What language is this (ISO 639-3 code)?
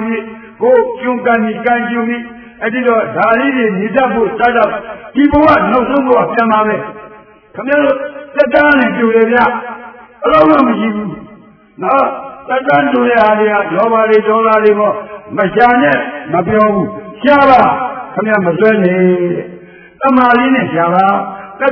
mya